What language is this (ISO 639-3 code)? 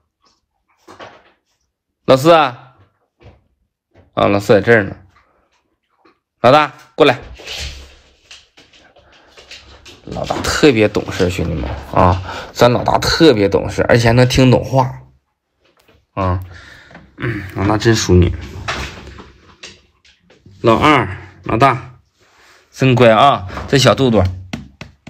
zho